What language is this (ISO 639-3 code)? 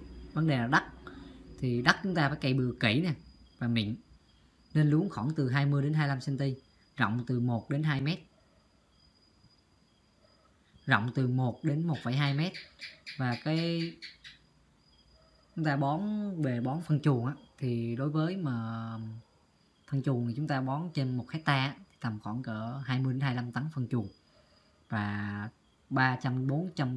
vie